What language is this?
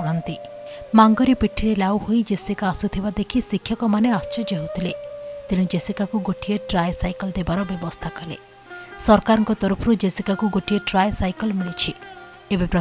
Odia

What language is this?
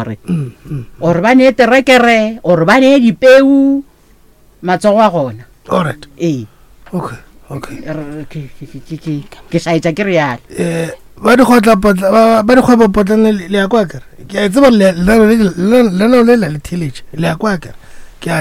Northern Sotho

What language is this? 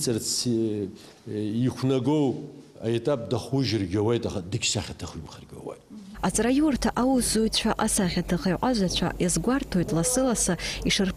Abkhazian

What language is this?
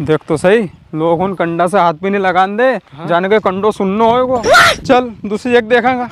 Rajasthani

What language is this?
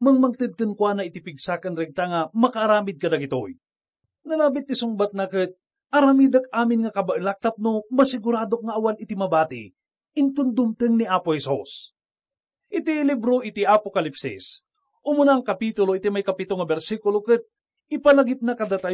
Iloko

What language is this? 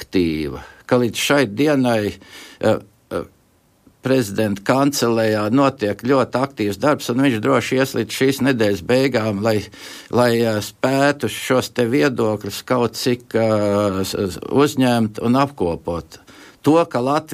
Latvian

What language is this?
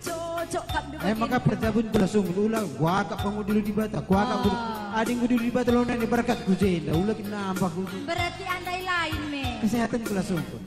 Batak Karo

